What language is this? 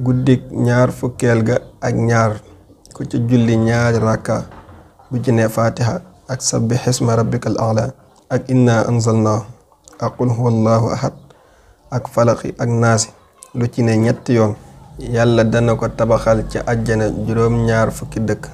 Wolof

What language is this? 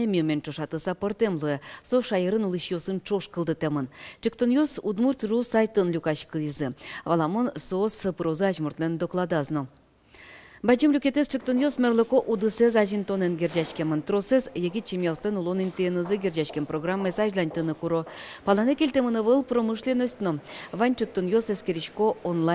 Udmurt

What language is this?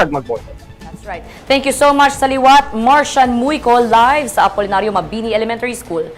Hiligaynon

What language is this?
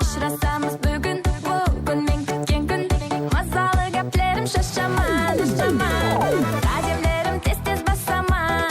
Kara-Kalpak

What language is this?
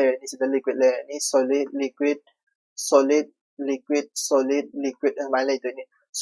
Manipuri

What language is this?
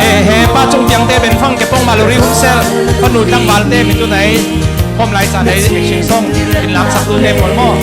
Falam Chin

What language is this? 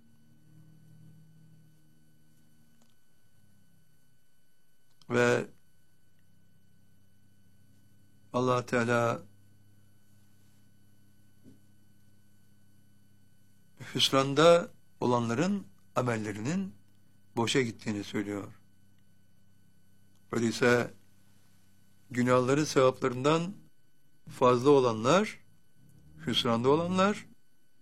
Turkish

